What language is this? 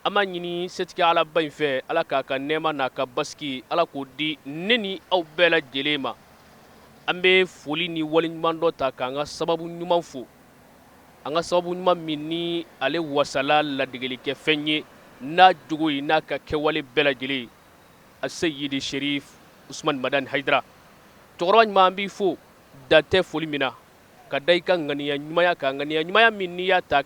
Bambara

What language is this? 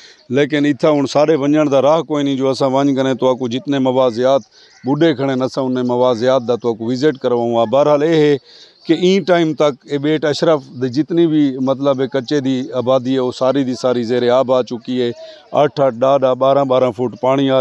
Saraiki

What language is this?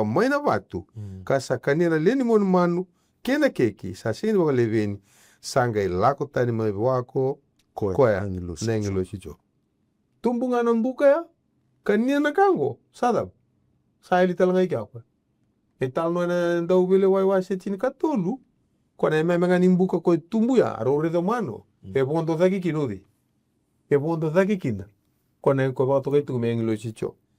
Fijian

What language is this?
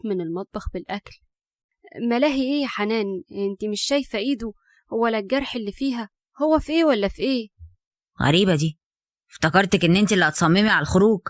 Egyptian Arabic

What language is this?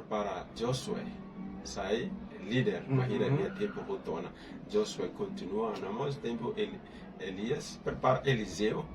Tetum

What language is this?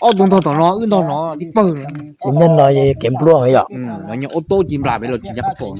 Hmong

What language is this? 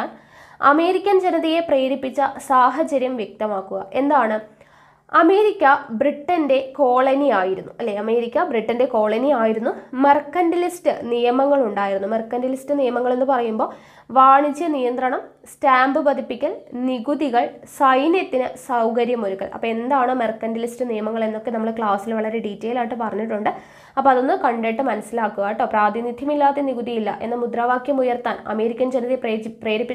Malayalam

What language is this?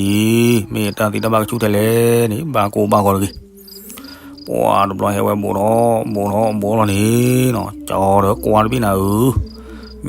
S'gaw Karen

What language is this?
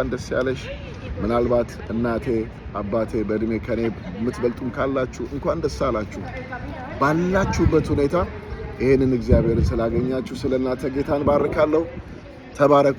Amharic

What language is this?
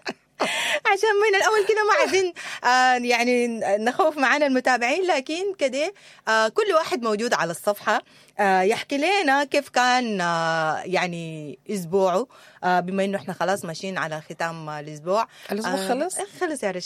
Sudanese Arabic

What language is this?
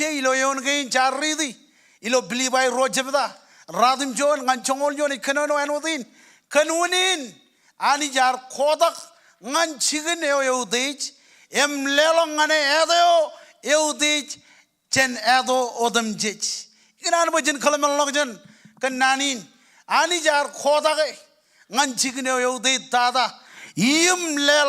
Marshallese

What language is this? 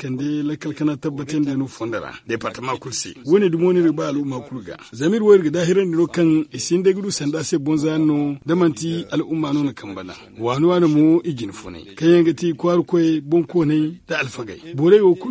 Zarma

